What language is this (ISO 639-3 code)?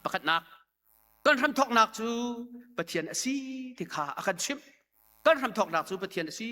cnh